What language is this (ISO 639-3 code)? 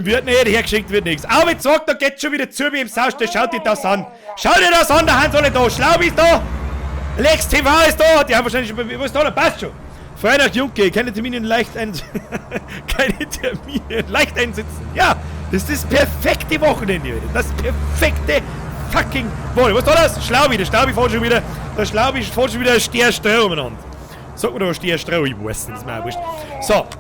bar